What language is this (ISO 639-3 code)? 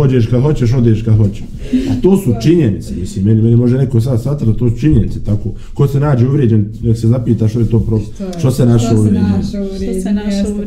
bos